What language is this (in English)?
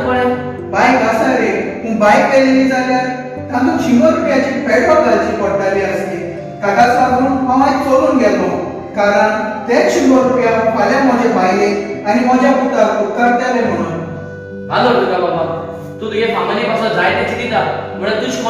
Konkani